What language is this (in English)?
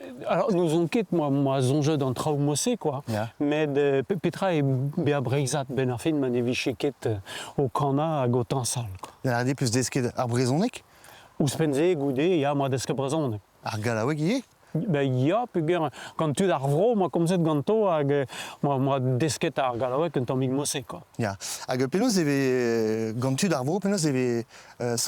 Breton